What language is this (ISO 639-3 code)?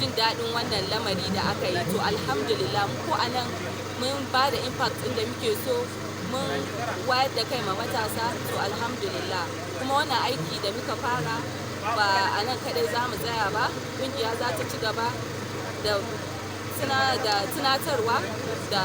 hau